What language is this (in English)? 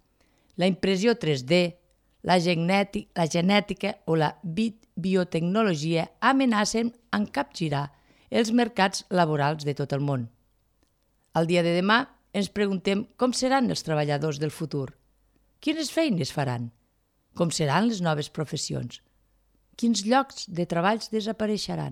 Catalan